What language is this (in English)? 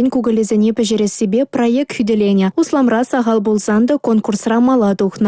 Chuvash